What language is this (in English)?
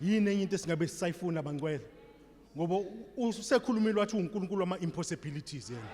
Zulu